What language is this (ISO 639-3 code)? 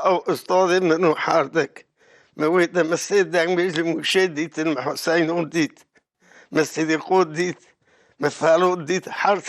kur